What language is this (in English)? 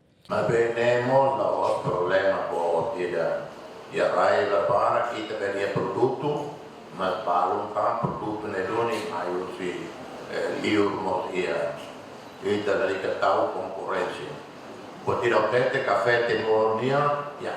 Tetum